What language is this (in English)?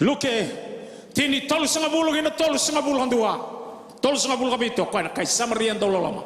Fijian